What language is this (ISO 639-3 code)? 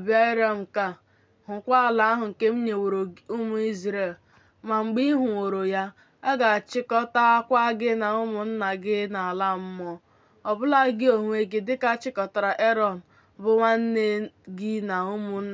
ibo